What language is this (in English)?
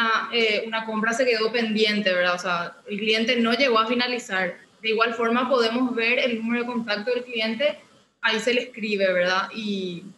Spanish